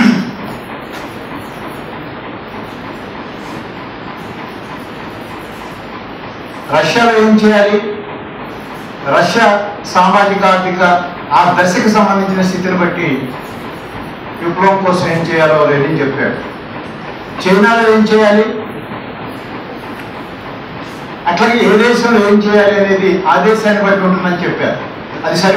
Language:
Telugu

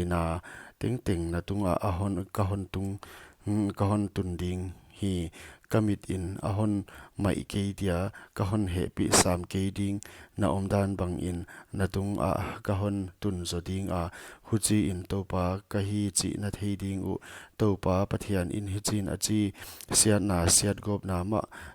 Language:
Paite Chin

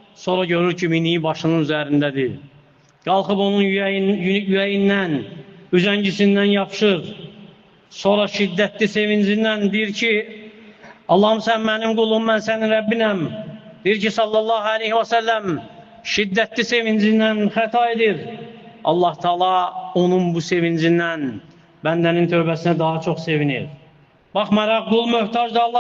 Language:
Azerbaijani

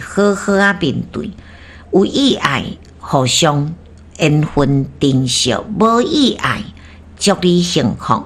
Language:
Min Nan Chinese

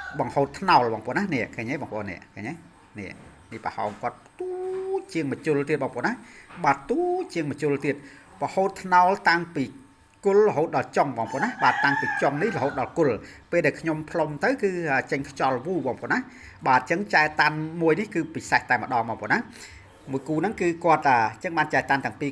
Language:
Khmer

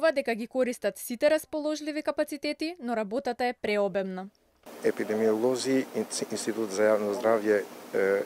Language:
Macedonian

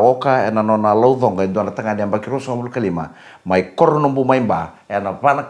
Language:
Fijian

